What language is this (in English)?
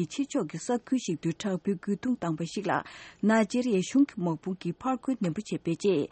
Tibetan